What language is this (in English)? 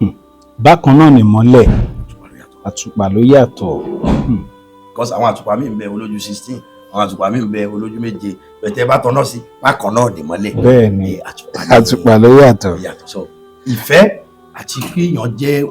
Yoruba